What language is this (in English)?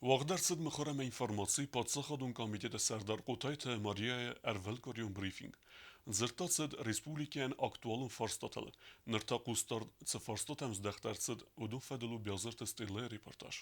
Ossetic